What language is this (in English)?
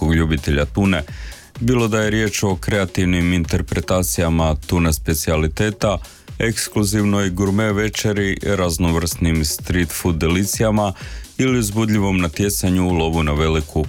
Croatian